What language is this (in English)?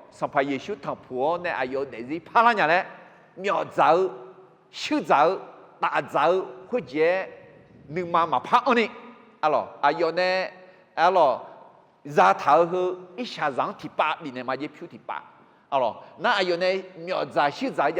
Akha